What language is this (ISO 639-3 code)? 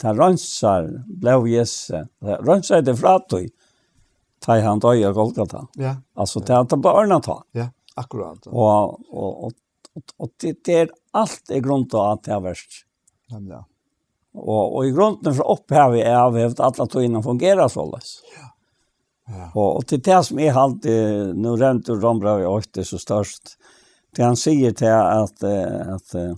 fao